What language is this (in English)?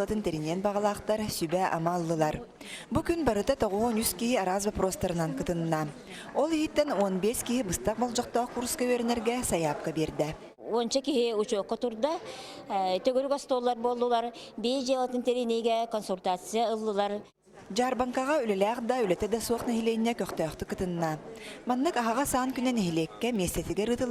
Yakut